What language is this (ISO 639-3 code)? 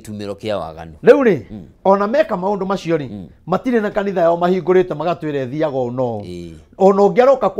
kik